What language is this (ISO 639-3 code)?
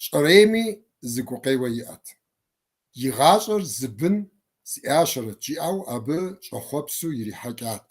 kbd